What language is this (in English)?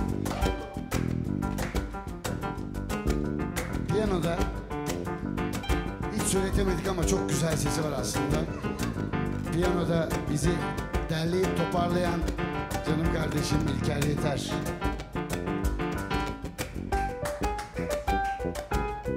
Turkish